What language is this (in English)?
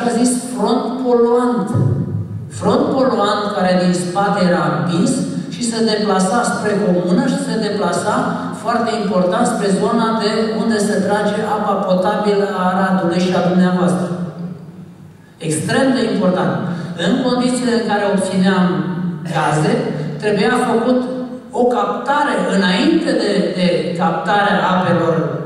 Romanian